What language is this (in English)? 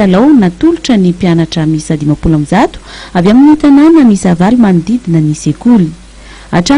Malagasy